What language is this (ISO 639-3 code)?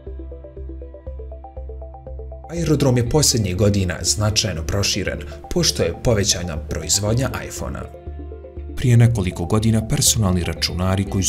bos